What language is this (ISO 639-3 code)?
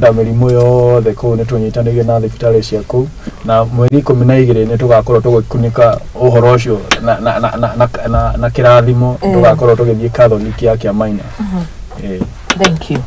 kik